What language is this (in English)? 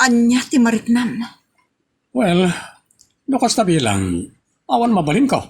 Iloko